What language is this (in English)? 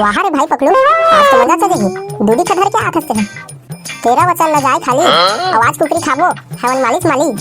Chhattisgarhi